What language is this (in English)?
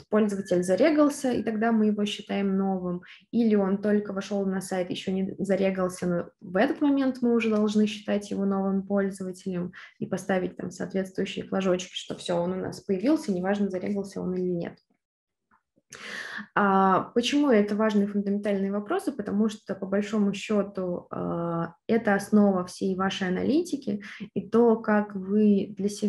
Russian